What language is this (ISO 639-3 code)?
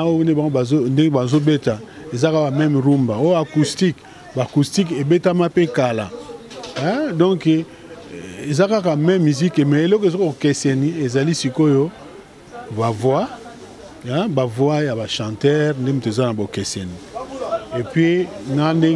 lin